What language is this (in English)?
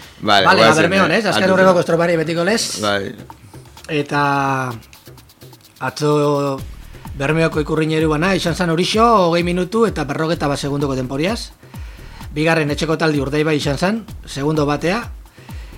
Basque